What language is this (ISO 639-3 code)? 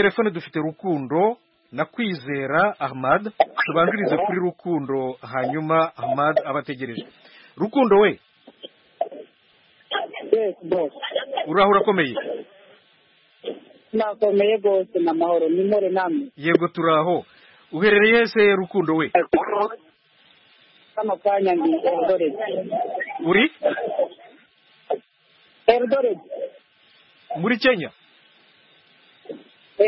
kin